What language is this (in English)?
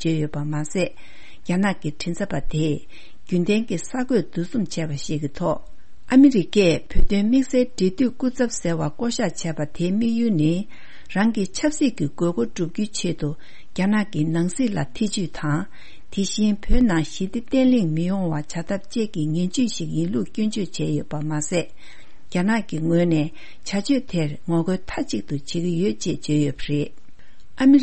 Tibetan